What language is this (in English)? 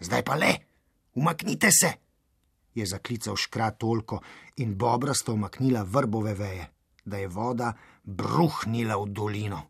Slovenian